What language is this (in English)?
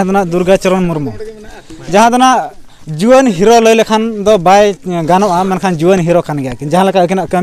Santali